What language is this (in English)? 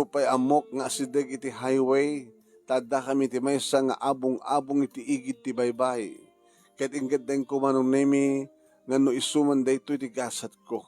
Iloko